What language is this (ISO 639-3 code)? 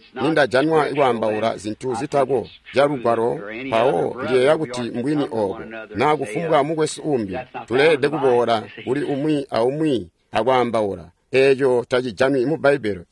toi